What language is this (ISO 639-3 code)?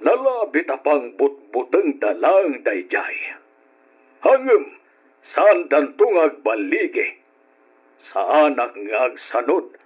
ilo